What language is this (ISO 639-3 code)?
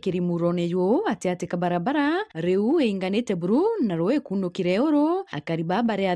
mer